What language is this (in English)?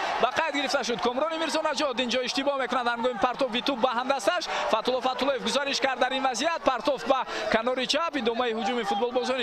Tajik